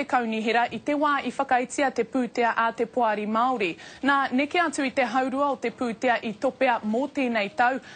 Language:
Māori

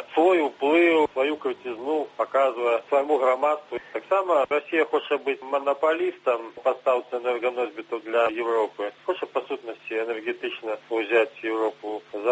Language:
Belarusian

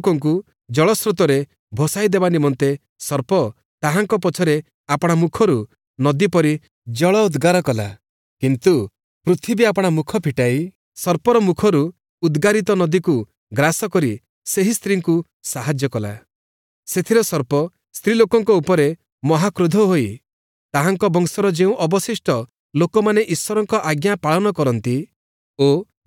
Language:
Odia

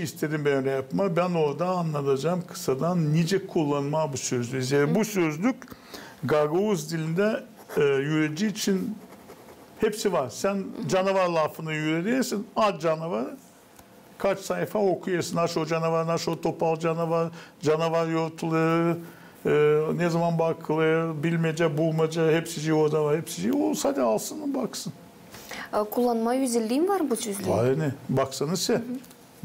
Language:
Gagauz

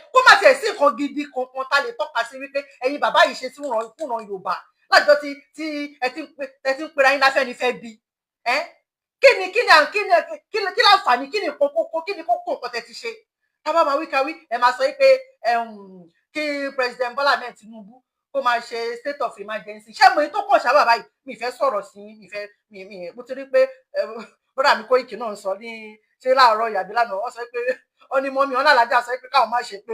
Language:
Yoruba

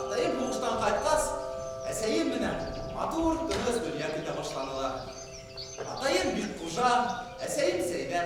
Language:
Bashkir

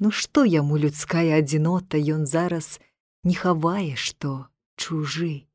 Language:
Belarusian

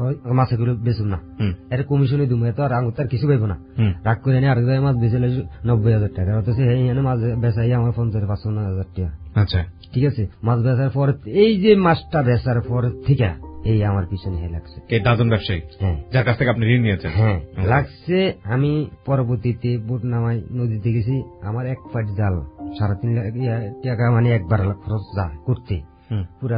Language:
Bangla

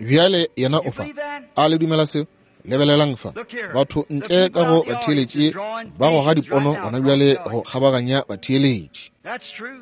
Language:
Northern Sotho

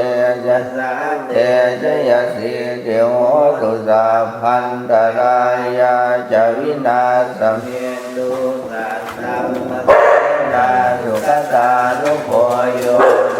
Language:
Pali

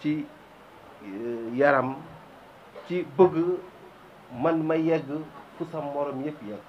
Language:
Wolof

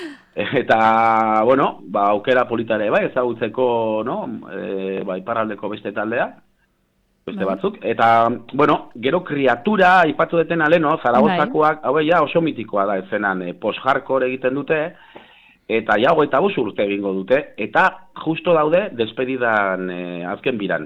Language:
Basque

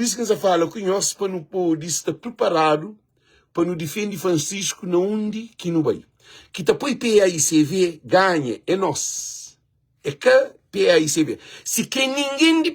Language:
Kabuverdianu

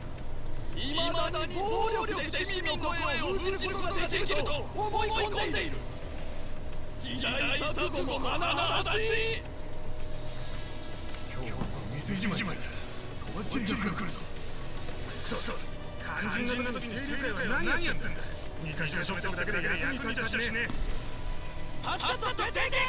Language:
Japanese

